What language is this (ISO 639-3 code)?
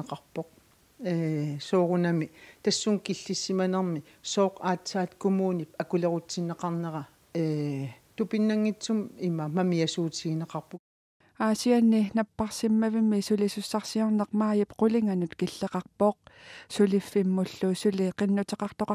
kal